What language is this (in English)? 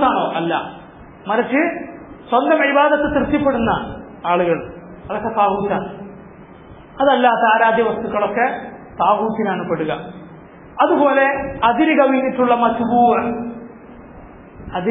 Malayalam